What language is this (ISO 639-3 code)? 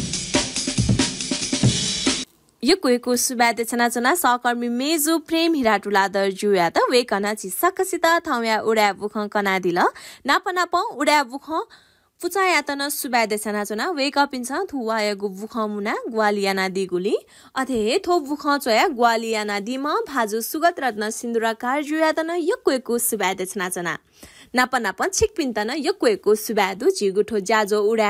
new